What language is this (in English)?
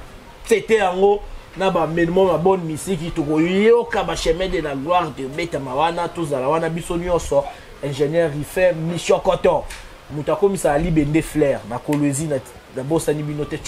Lingala